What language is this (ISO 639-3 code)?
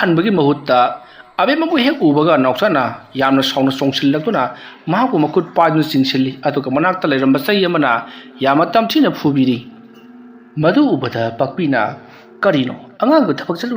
mni